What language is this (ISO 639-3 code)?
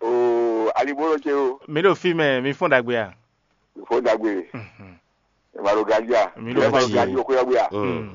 fon